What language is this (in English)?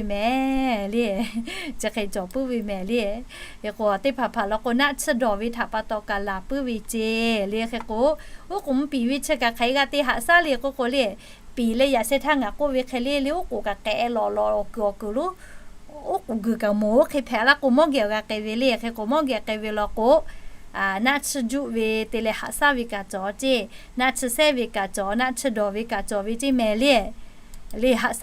Lahu